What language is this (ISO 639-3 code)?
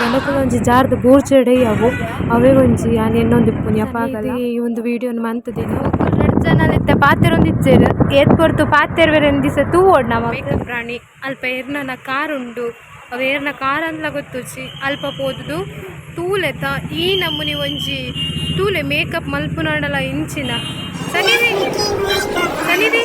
tcy